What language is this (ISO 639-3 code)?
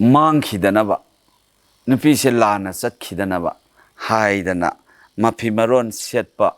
mni